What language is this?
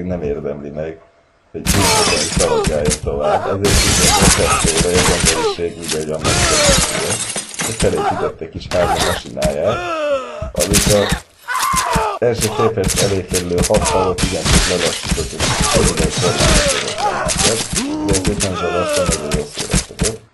Hungarian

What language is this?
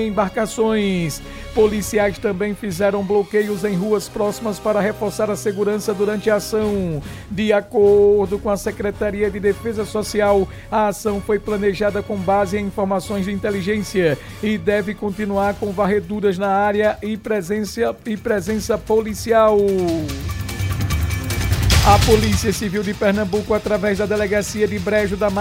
Portuguese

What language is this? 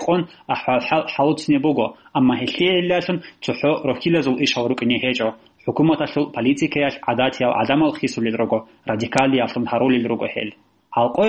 Avaric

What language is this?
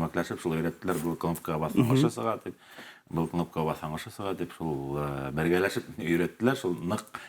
Bashkir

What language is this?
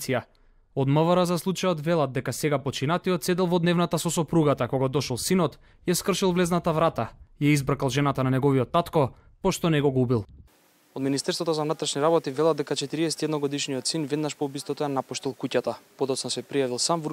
Macedonian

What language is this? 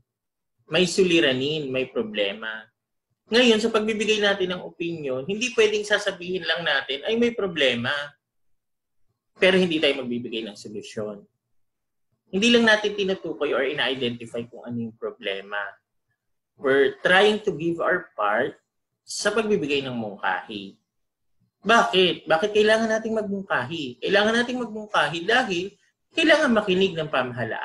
Filipino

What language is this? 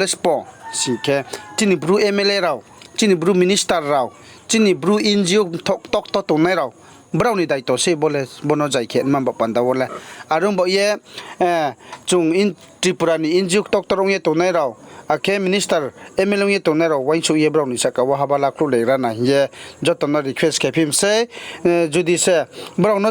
Riang (India)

